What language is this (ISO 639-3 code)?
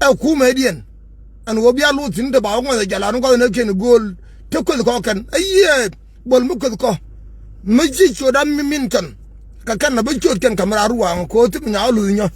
nus